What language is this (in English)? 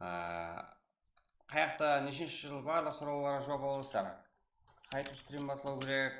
Kara-Kalpak